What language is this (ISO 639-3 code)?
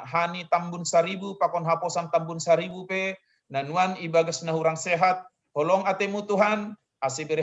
bts